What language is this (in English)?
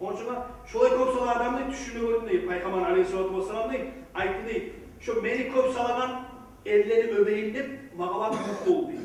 Kumyk